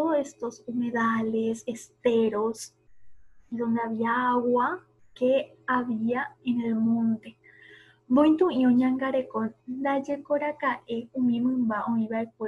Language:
Guarani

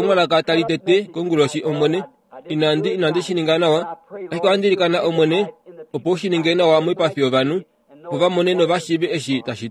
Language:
Kuanyama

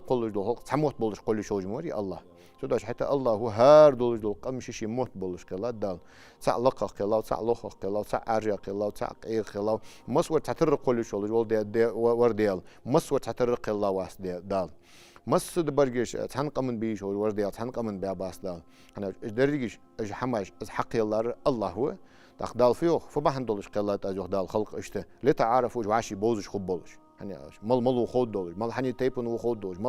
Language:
Ingush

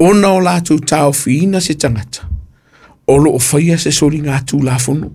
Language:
Samoan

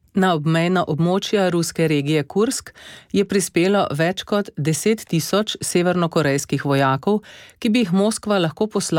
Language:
Slovenian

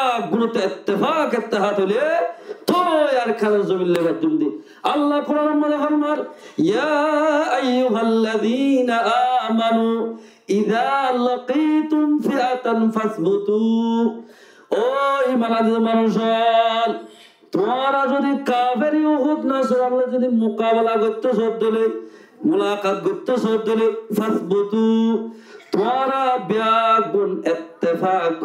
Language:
Rohingya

